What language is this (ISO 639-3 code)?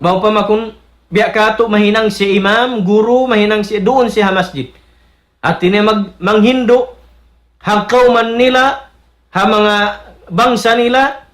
tsg